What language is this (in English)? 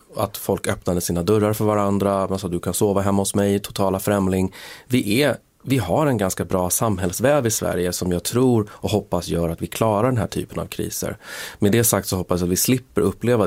Swedish